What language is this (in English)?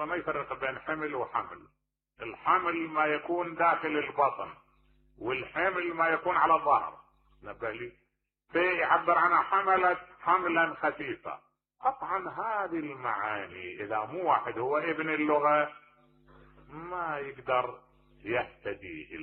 Mesopotamian Arabic